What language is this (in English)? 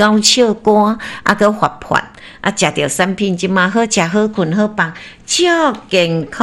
Min Nan Chinese